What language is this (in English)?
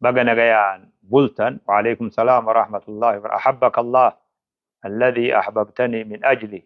Oromo